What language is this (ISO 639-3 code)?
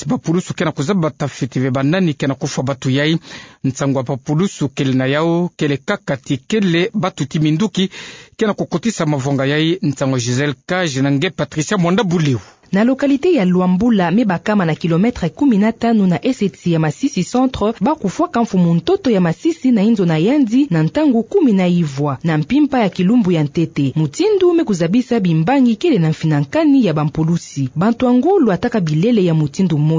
ktu